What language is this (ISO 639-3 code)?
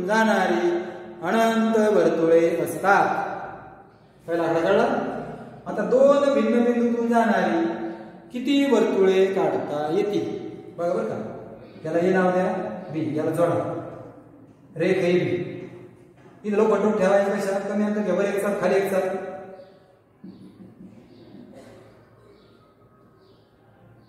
mar